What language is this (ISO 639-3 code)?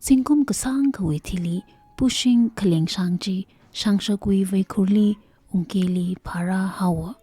nmf